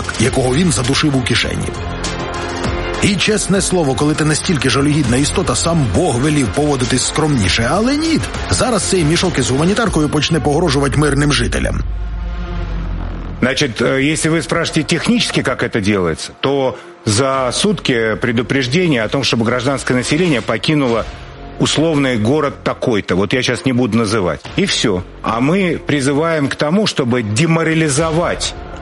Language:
Ukrainian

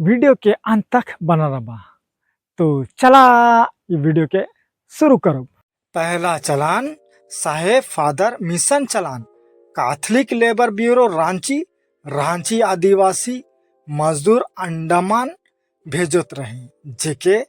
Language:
Sadri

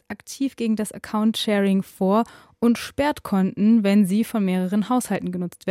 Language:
German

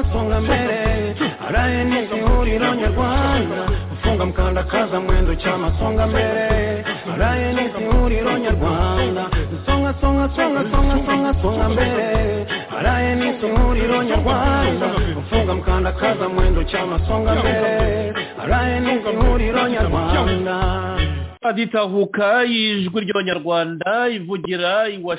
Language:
Kinyarwanda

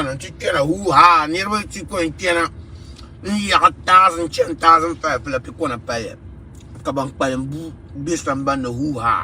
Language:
Dagbani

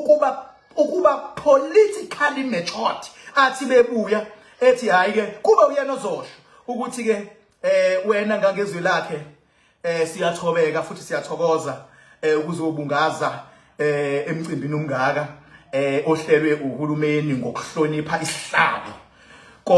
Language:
Zulu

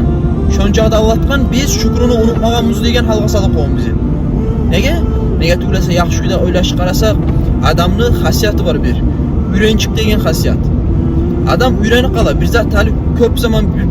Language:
Kumyk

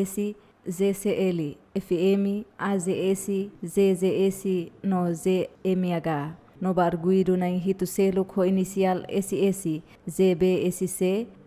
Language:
Tetum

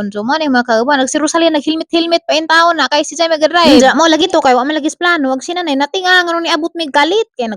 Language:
Cebuano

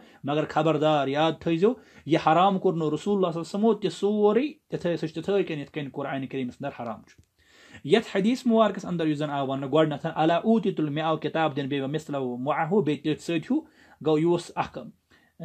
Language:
Kashmiri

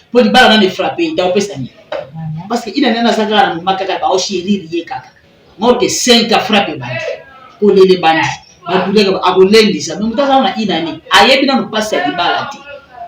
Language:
Lingala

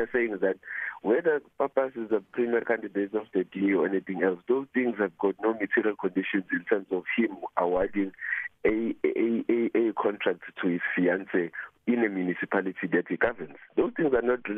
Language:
English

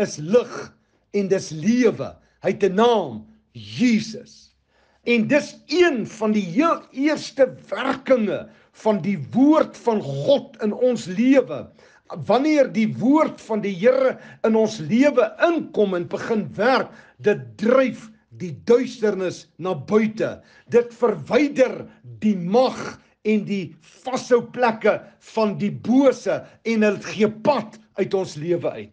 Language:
Afrikaans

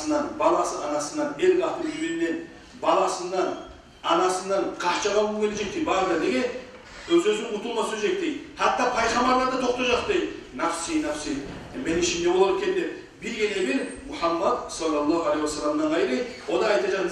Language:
Kumyk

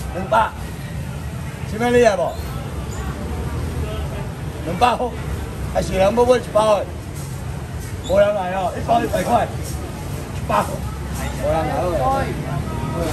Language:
Min Nan Chinese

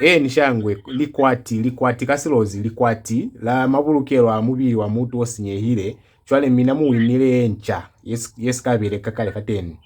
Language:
Lozi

